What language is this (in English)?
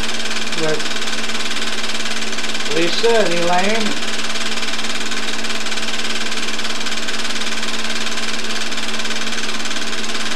English